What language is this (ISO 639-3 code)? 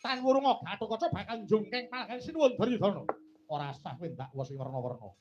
jav